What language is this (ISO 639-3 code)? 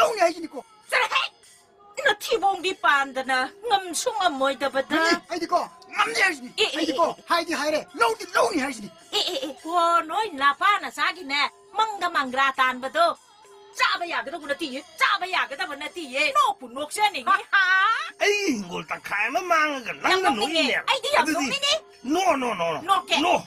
mni